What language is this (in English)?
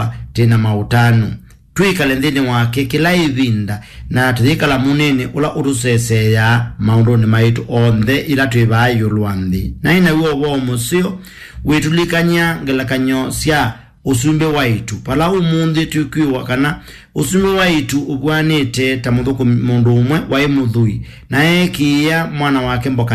Kamba